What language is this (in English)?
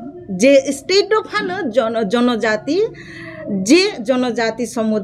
Kok Borok